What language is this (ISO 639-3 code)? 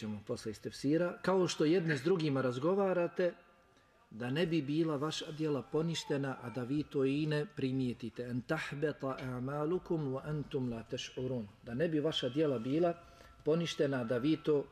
bos